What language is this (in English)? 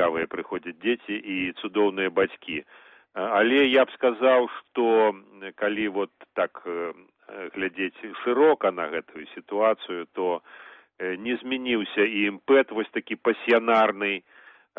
Belarusian